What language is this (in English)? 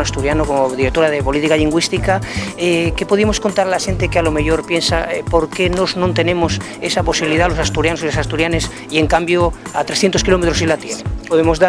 Asturian